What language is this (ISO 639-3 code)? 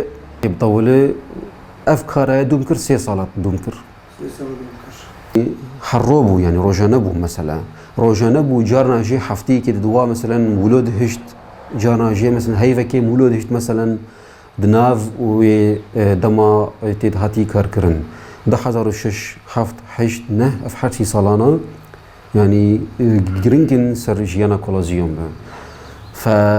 kur